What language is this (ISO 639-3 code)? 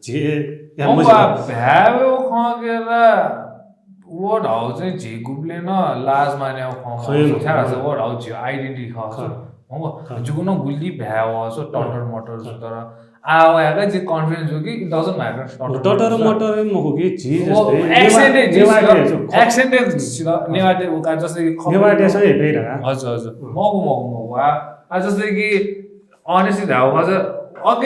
new